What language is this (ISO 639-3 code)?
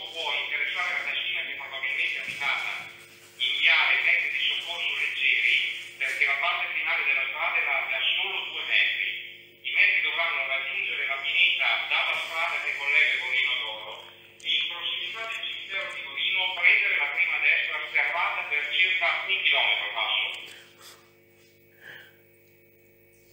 ita